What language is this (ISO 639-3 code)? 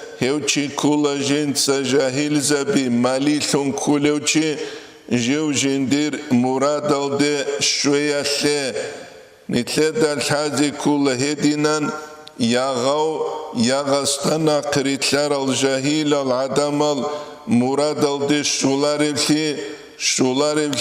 ava